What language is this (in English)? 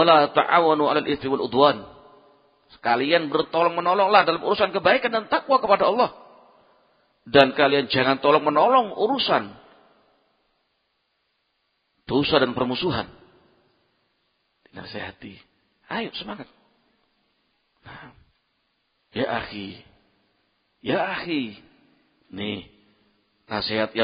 Indonesian